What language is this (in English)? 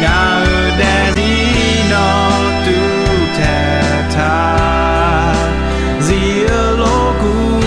Akha